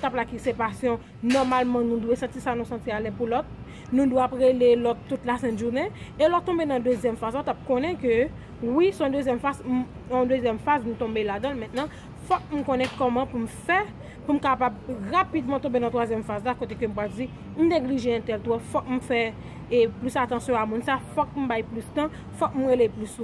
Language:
Haitian Creole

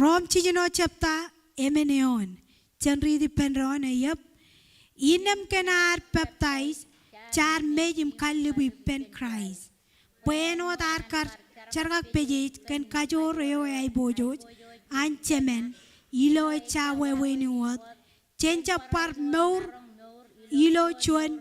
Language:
Marshallese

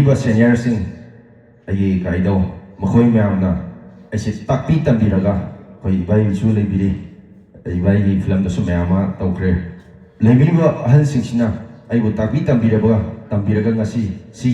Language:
Manipuri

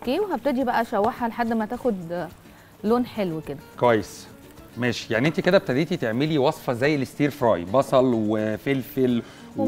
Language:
Egyptian Arabic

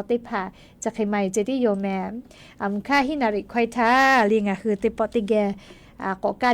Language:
Lahu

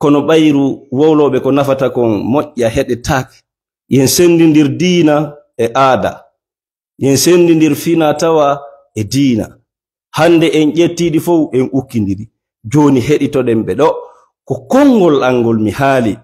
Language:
Fula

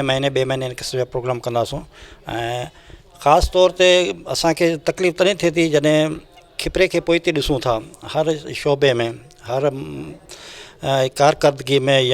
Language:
Sindhi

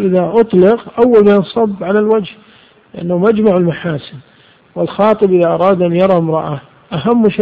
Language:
Arabic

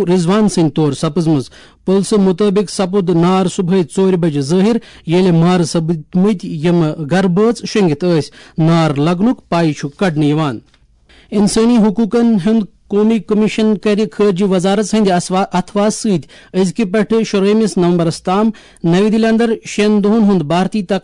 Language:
Kashmiri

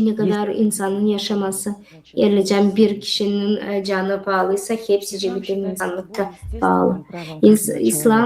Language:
Gagauz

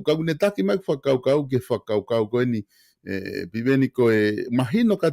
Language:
Tongan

